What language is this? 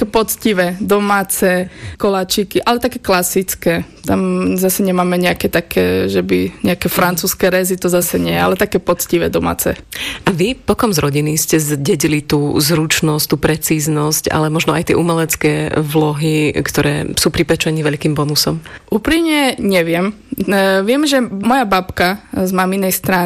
Slovak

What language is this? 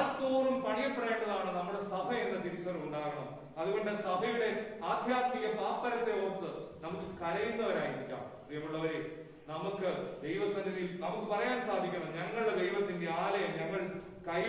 Malayalam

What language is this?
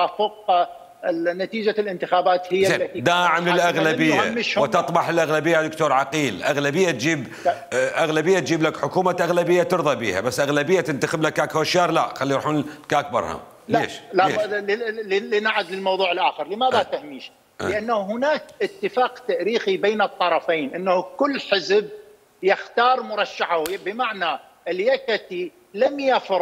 Mesopotamian Arabic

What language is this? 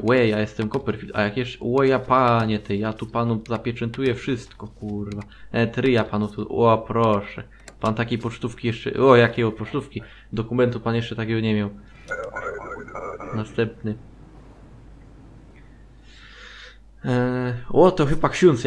Polish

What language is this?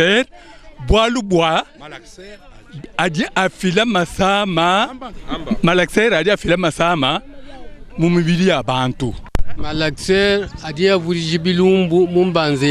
Luba-Lulua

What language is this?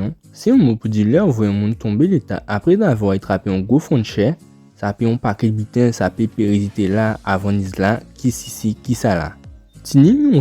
Guadeloupean Creole French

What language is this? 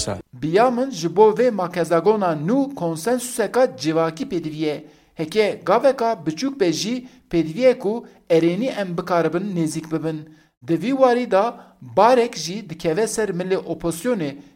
Kurdish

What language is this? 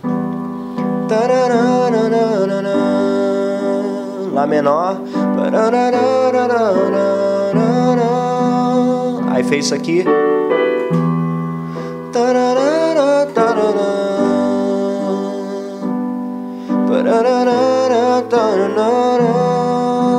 Portuguese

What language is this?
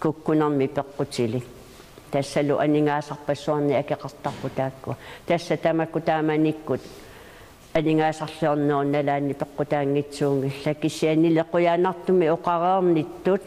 Kalaallisut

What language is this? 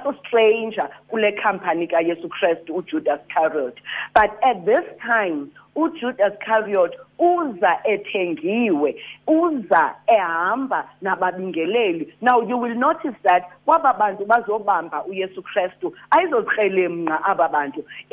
Xhosa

